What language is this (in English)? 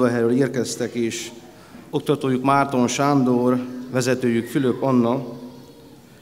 Hungarian